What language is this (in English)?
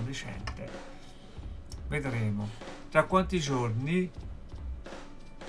Italian